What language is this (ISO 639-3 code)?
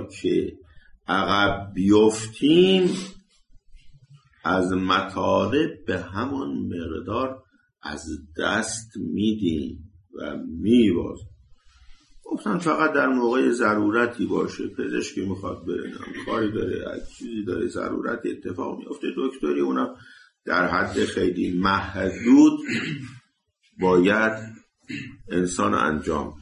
fas